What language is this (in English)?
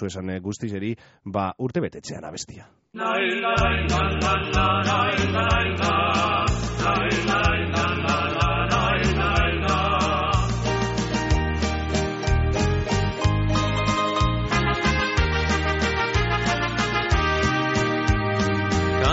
Basque